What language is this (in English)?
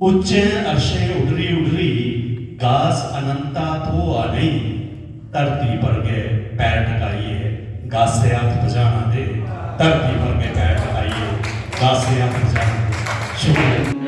Dogri